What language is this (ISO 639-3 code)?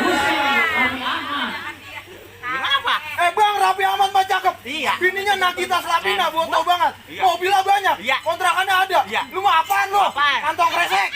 bew